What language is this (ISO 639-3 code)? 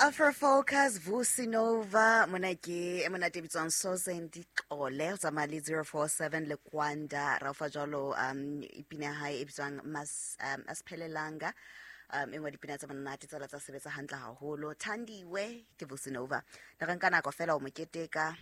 sot